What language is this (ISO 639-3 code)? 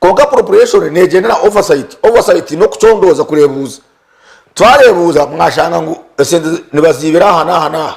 nyn